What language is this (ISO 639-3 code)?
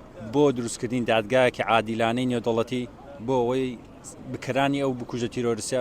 ckb